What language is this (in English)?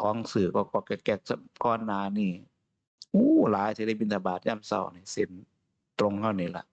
Northeastern Thai